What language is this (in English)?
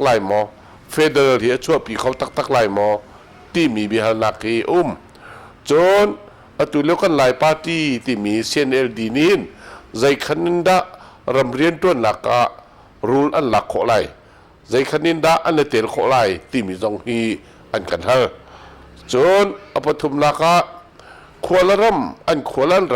Hakha Chin